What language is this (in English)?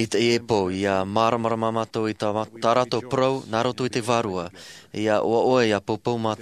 Tahitian